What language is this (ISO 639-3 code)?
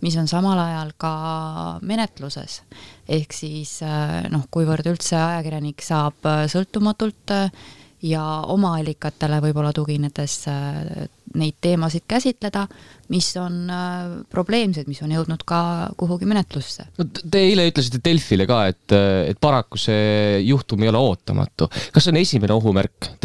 est